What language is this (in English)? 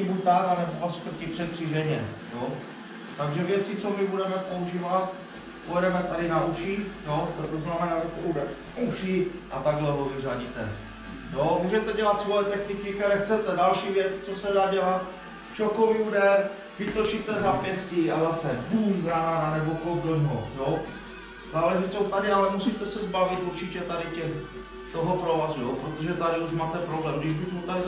Czech